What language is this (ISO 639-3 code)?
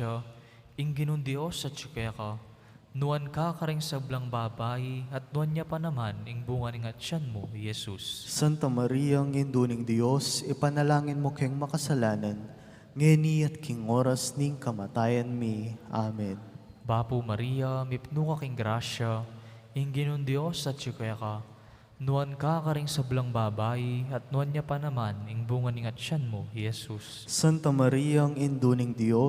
pam